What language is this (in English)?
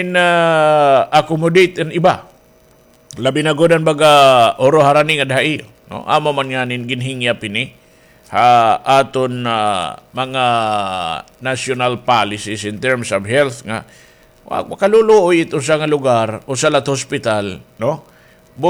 Waray